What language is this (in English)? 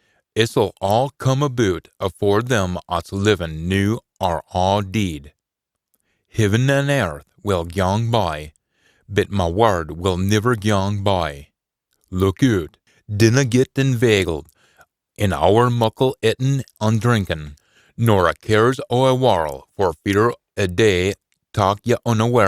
Scots